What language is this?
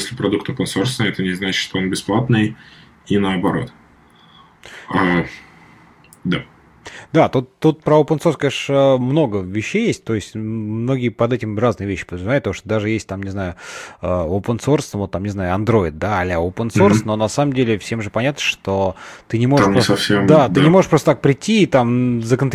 Russian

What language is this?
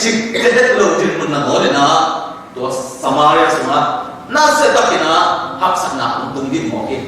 Tedim Chin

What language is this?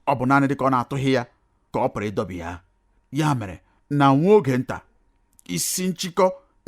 Igbo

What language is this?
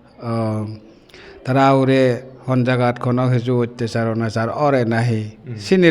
Chakma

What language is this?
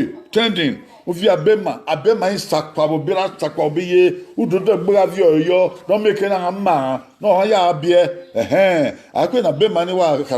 Bini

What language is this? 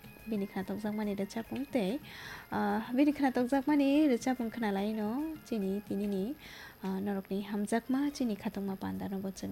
Kok Borok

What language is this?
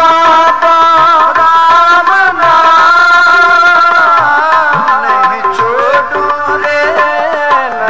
Punjabi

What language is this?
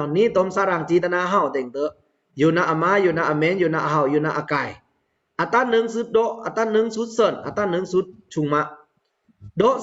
Pa'o Karen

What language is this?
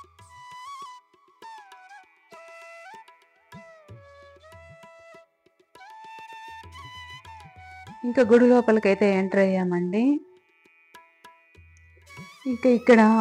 Telugu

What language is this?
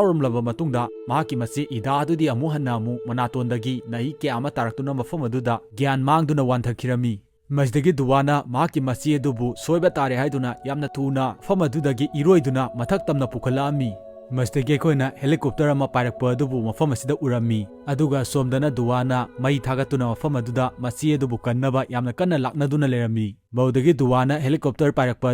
Manipuri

